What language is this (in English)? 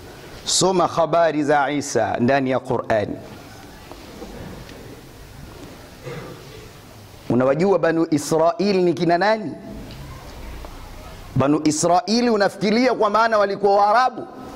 Swahili